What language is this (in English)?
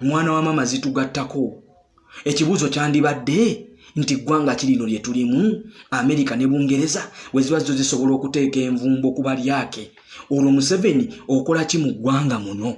Ganda